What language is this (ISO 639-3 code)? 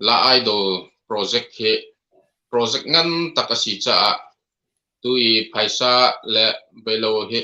cnh